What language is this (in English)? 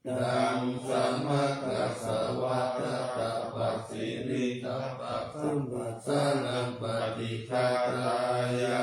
Pali